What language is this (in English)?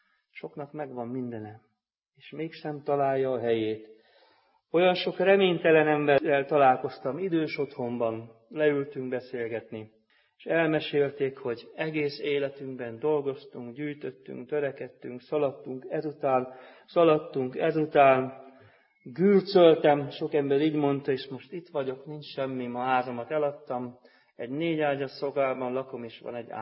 Hungarian